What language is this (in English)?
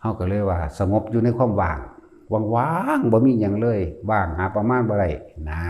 Northeastern Thai